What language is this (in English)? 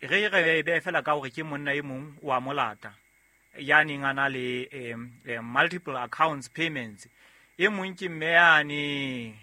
Southern Sotho